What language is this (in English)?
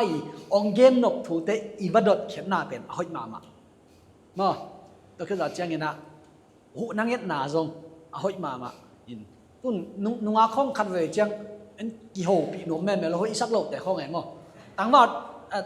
Tedim Chin